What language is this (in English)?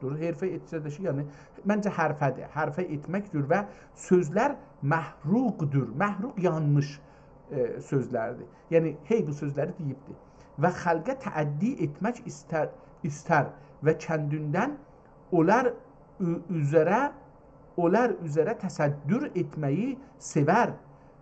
South Azerbaijani